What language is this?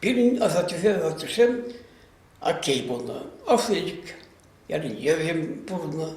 Chuvash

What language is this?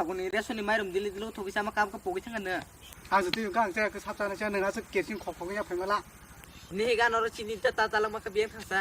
Kok Borok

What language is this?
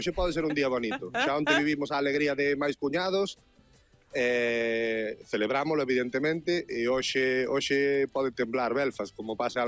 Galician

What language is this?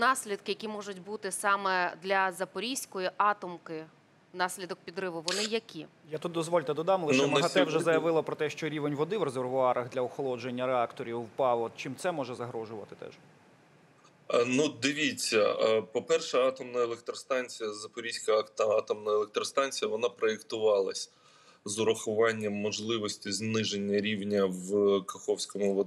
Ukrainian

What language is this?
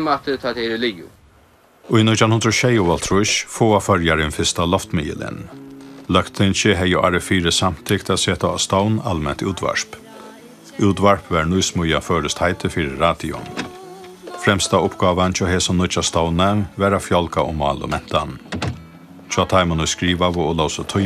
Faroese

